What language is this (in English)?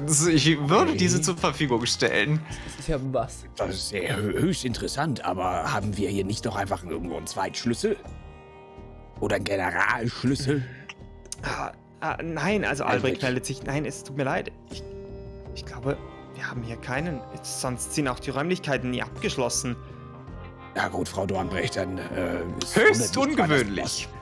German